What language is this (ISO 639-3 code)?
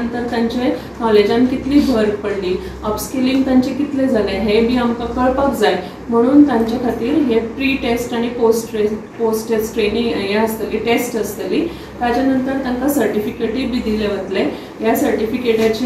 kok